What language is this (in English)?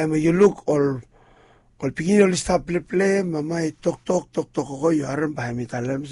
Bislama